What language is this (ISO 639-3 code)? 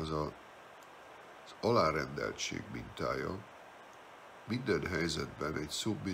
hun